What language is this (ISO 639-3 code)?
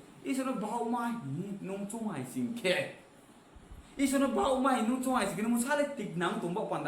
ria